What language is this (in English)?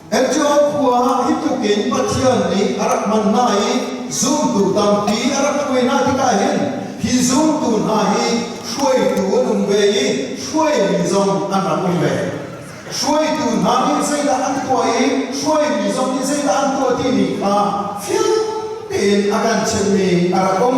Falam Chin